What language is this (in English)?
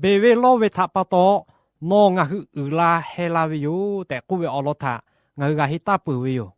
Lahu